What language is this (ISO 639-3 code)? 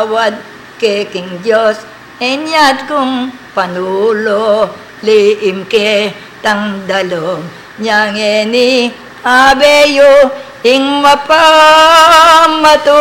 pam